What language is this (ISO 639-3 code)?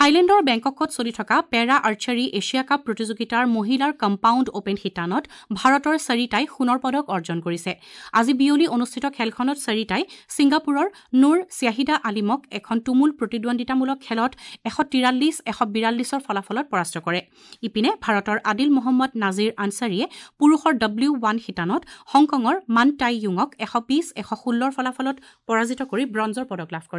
asm